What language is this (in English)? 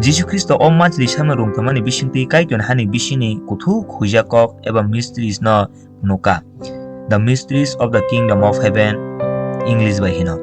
Kok Borok